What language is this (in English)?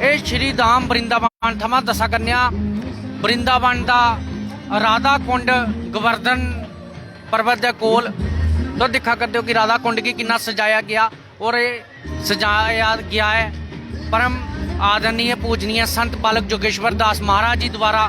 Dogri